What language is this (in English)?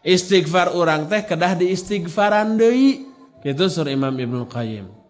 Sundanese